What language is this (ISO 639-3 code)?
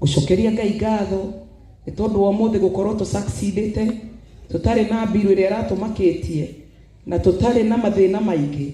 kik